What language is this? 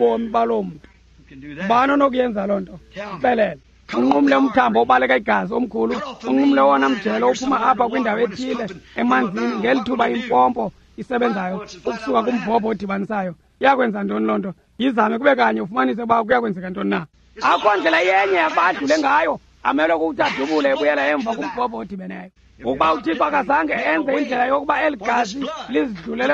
Xhosa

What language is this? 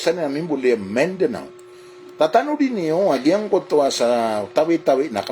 Maranao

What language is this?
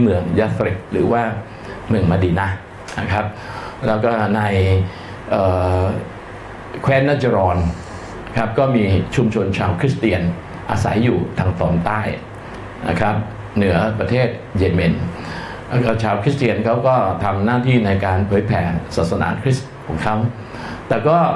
Thai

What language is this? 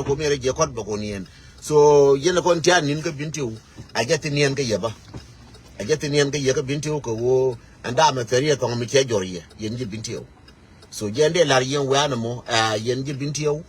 Nuer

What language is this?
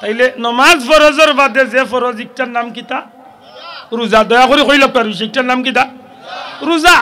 Sylheti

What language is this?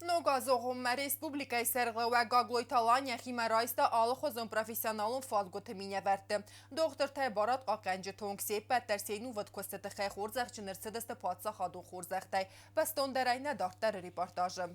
Ossetic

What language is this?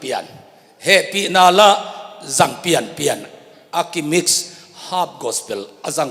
Tedim Chin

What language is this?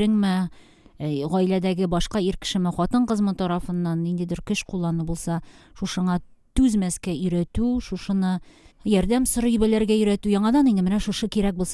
Tatar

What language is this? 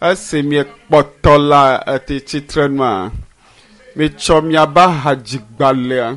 Ewe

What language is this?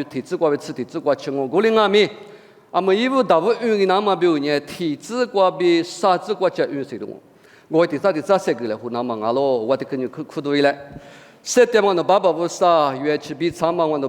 Lisu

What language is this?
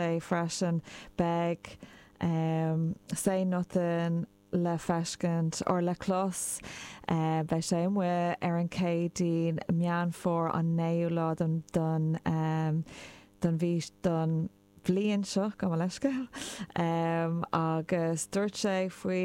Irish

